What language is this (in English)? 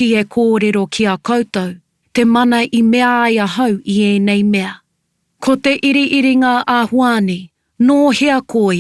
Māori